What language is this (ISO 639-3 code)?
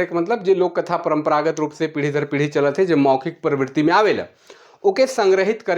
sck